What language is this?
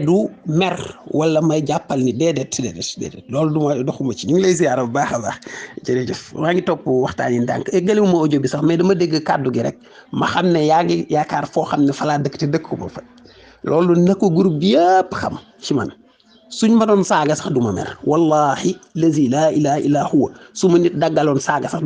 Wolof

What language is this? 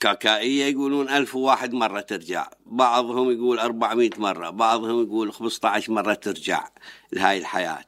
Mesopotamian Arabic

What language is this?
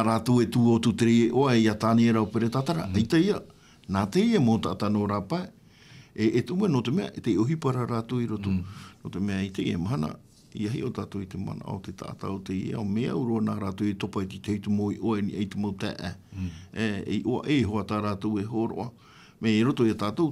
Tahitian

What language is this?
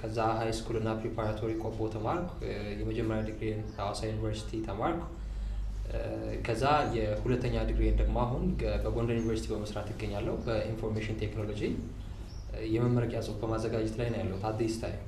Amharic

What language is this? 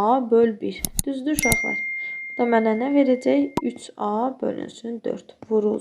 Azerbaijani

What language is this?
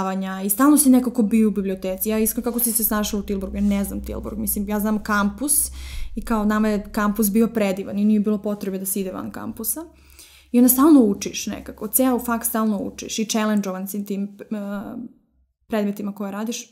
Serbian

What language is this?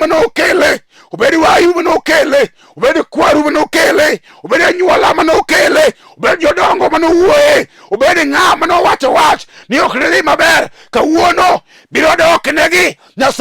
Luo (Kenya and Tanzania)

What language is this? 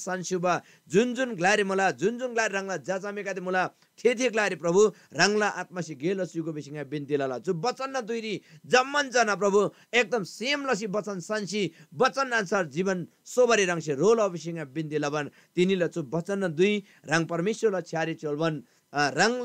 Eastern Tamang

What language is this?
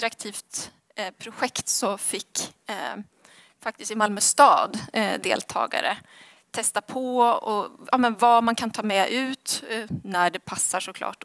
Swedish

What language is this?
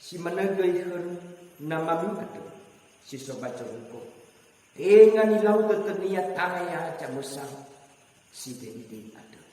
Nias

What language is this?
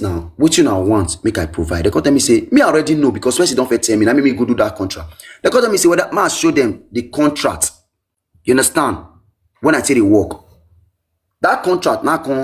Nigerian Pidgin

